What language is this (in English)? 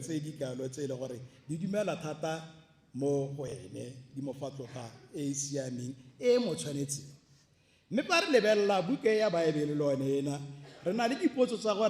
Tswana